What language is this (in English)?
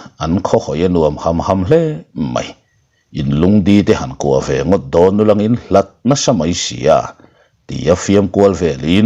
Mizo